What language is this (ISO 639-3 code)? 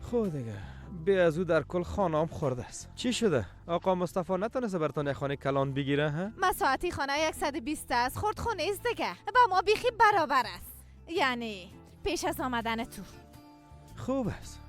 fas